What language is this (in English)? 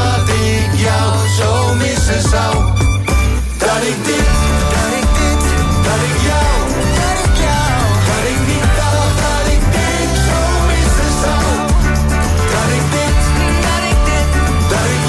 Dutch